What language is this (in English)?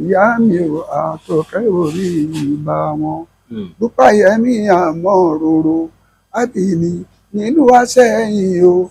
Yoruba